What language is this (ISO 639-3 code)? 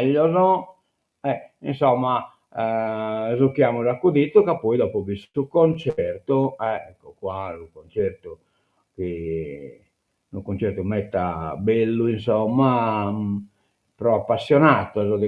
srd